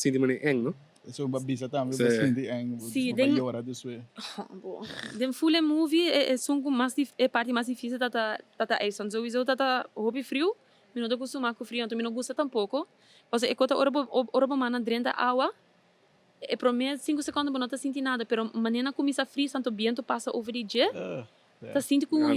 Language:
Papiamento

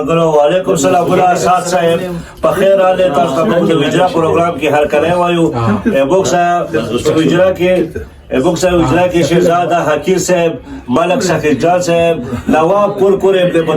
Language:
Pashto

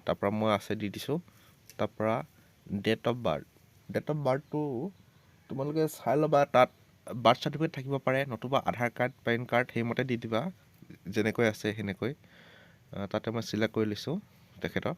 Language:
Assamese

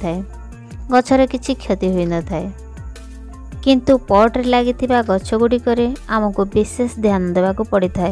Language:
Odia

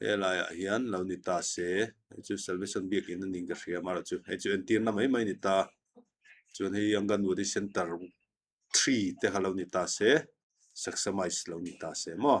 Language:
Mizo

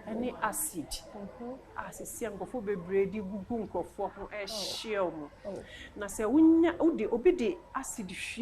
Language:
Akan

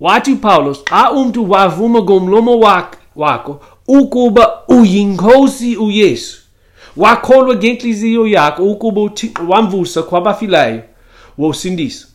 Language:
Xhosa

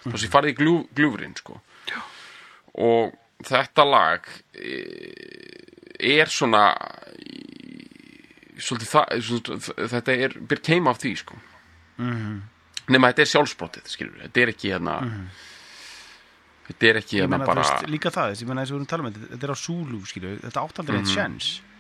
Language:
Icelandic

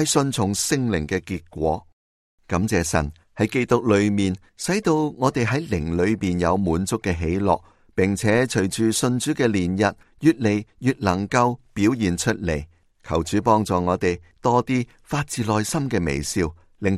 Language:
Cantonese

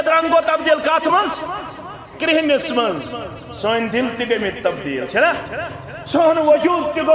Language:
Kashmiri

